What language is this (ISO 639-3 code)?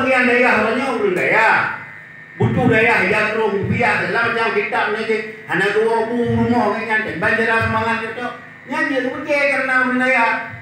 ace